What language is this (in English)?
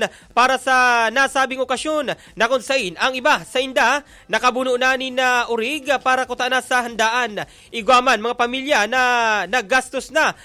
Bikol